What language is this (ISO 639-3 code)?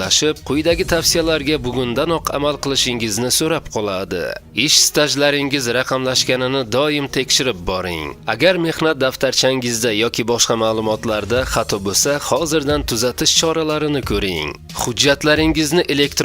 uzb